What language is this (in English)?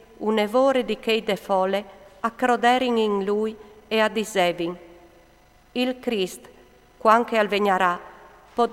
Friulian